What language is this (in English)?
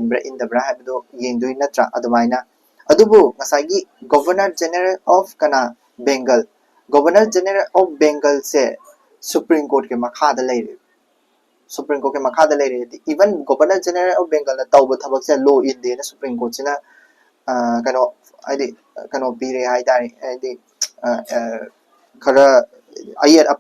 Manipuri